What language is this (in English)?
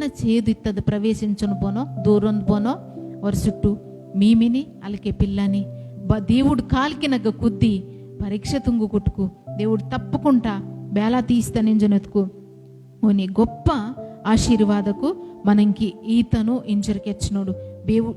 Koya